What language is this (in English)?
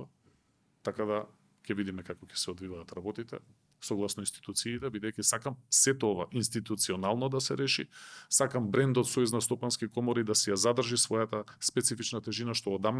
Macedonian